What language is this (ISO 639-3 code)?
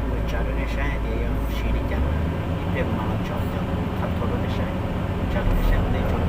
hmn